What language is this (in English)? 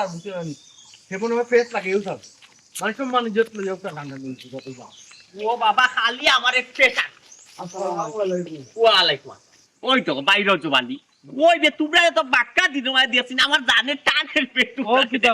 Sylheti